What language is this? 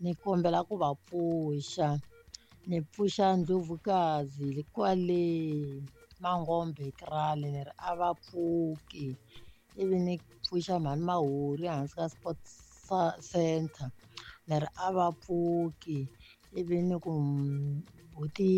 Tsonga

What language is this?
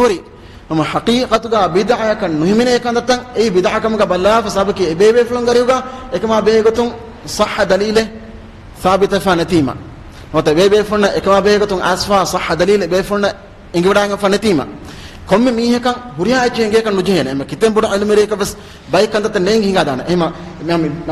Divehi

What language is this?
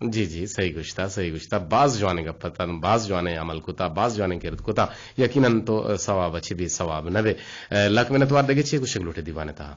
Eastern Balochi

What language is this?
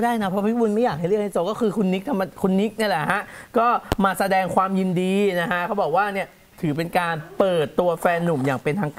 Thai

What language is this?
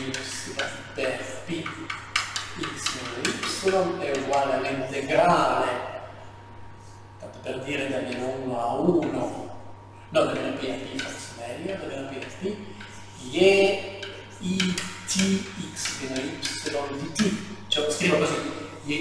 Italian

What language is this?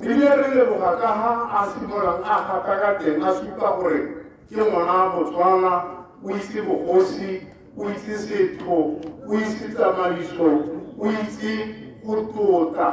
Tswana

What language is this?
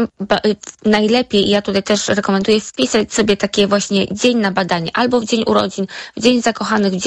Polish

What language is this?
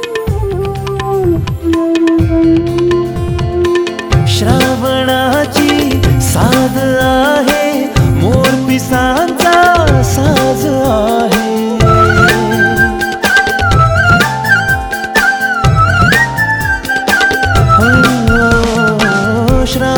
Marathi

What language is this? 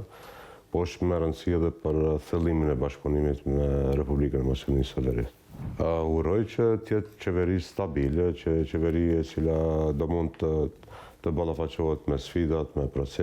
Albanian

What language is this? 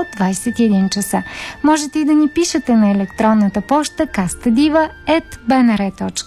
Bulgarian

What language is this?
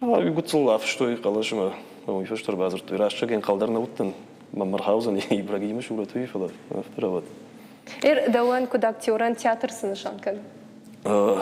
Ossetic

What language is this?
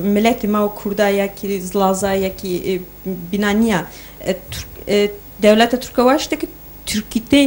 Zaza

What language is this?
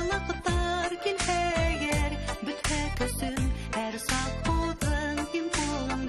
Bashkir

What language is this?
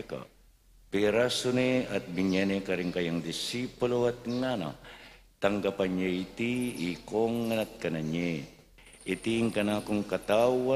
Pampanga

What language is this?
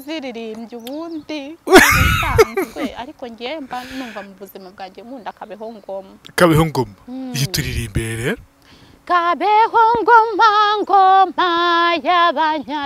Kinyarwanda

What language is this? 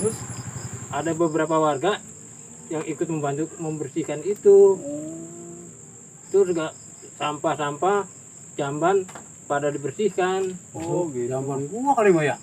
Betawi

